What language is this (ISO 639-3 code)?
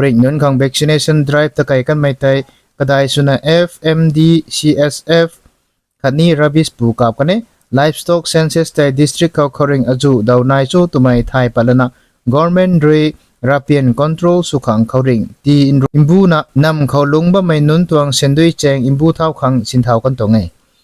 nbu